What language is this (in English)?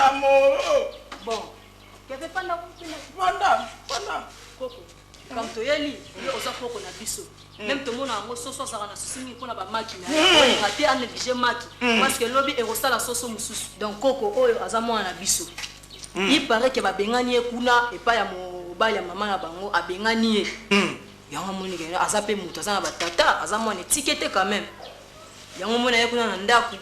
Lingala